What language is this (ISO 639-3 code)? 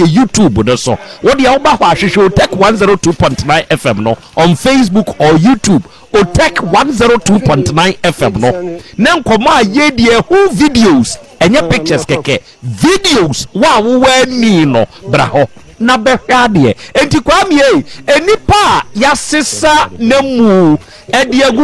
aka